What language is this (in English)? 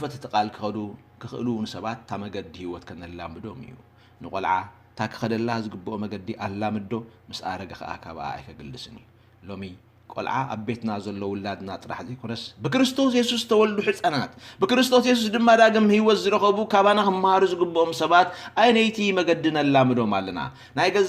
Tigrinya